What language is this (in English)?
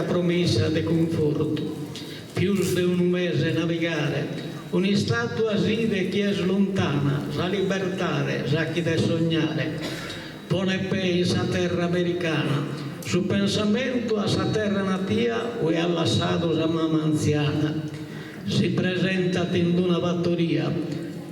Sardinian